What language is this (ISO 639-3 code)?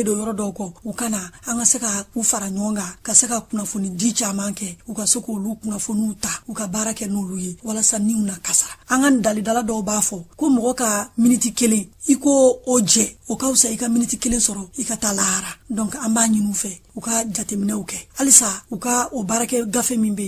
bam